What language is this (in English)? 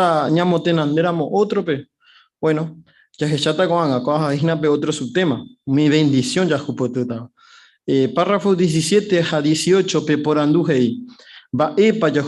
Guarani